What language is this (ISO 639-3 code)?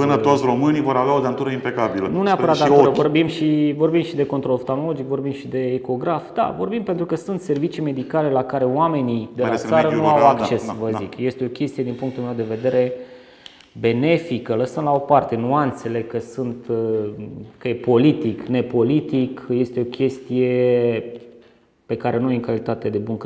ron